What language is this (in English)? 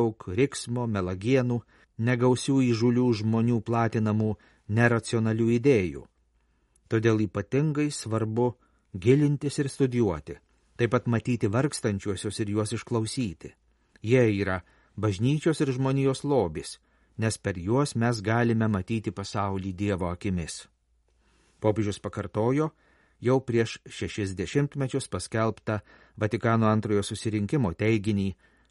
Lithuanian